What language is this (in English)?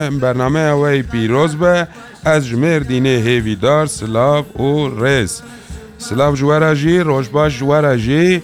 Kurdish